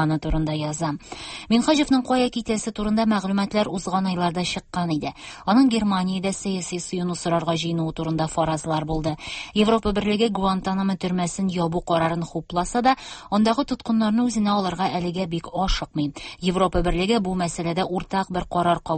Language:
Tatar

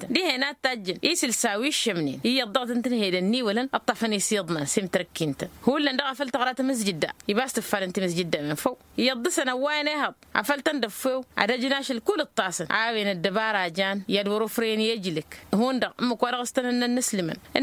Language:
Tamasheq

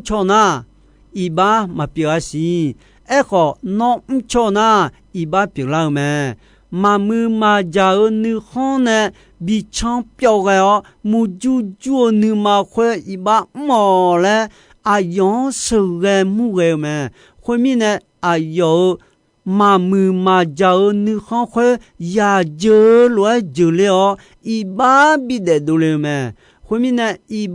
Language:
Akha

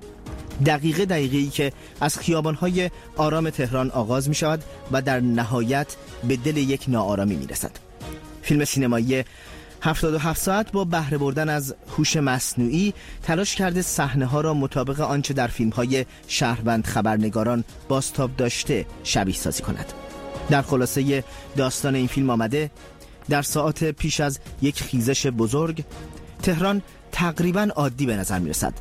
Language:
Persian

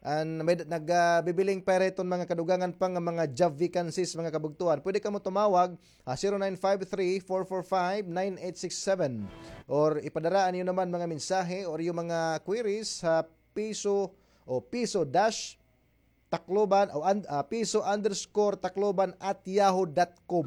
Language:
Waray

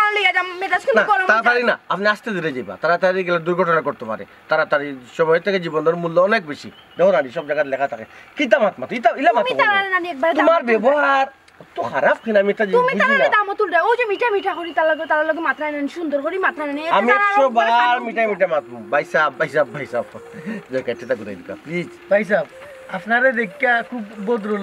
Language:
Sylheti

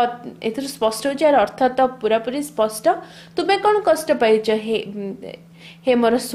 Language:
Odia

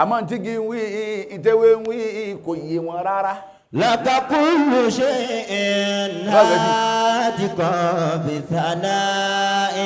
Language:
Yoruba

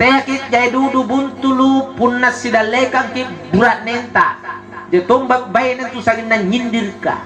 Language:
Makasar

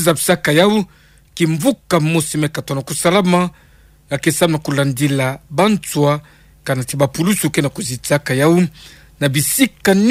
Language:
Kituba (Democratic Republic of Congo)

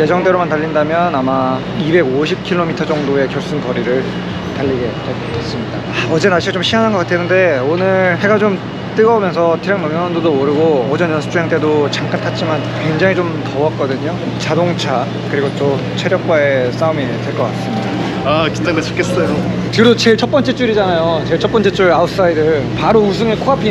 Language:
Korean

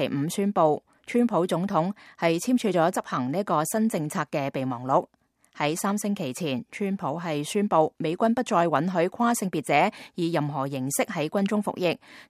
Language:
Cantonese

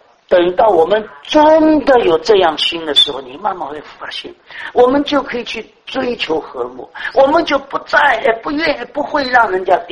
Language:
Chinese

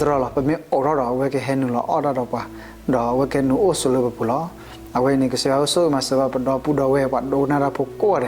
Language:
S'gaw Karen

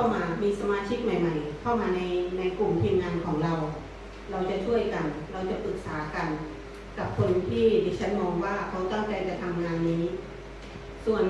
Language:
Lao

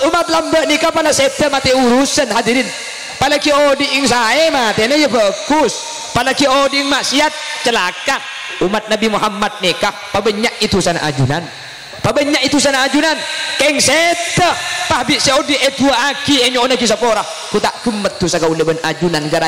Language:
Madurese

